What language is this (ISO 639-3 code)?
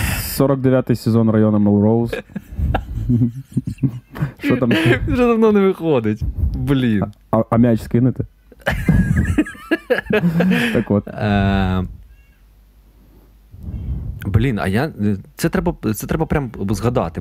ukr